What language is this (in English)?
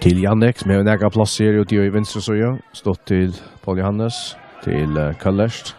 Faroese